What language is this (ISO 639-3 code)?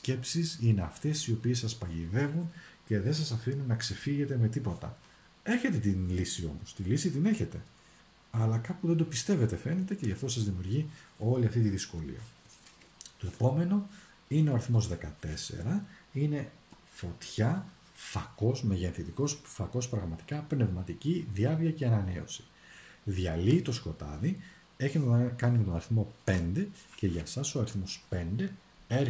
ell